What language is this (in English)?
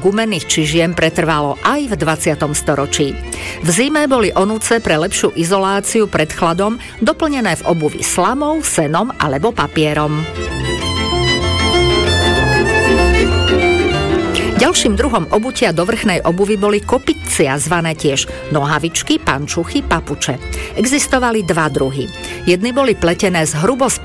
Slovak